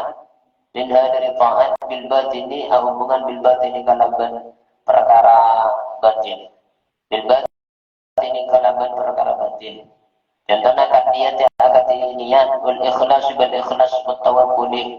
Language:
Madurese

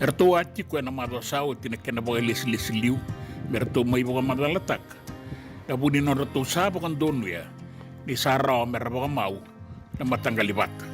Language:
Fijian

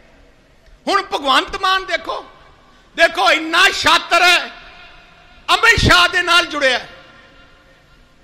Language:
Punjabi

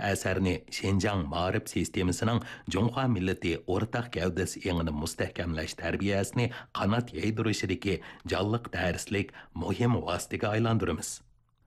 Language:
Uyghur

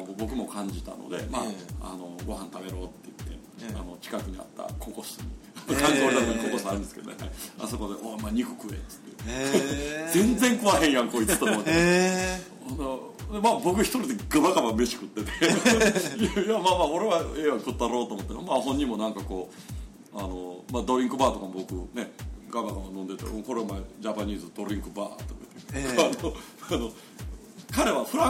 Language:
Japanese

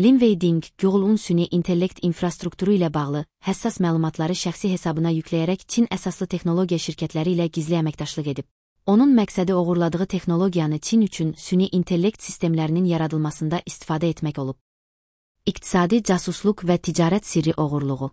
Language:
Azerbaijani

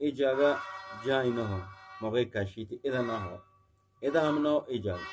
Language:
Eastern Balochi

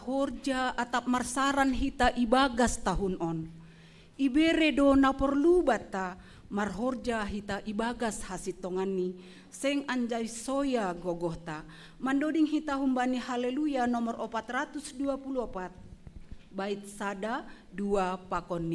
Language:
Batak Simalungun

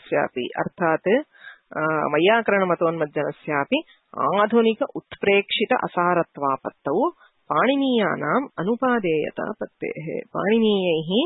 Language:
Sanskrit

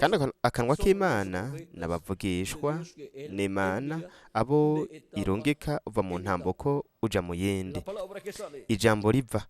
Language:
Rundi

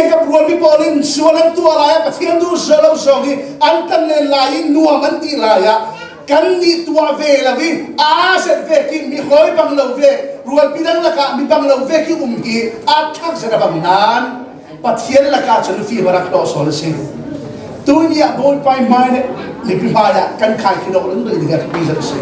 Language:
Hakha Chin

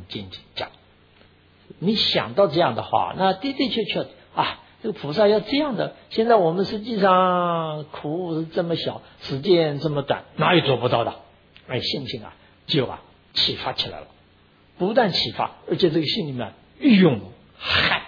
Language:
Chinese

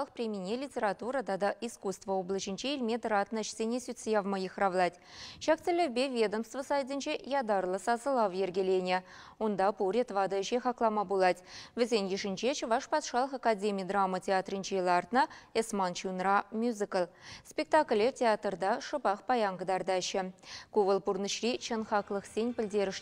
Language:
Chuvash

